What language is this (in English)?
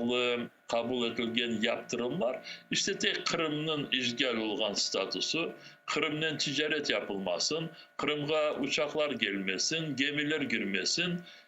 Crimean Tatar